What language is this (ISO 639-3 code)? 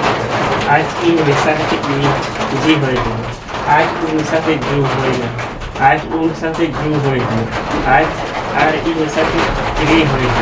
sat